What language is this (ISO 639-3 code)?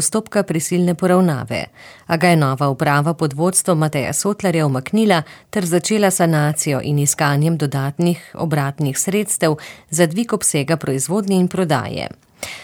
slv